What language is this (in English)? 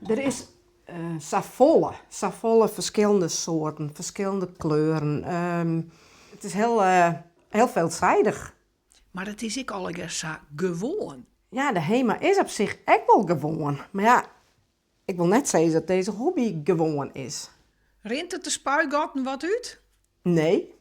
Western Frisian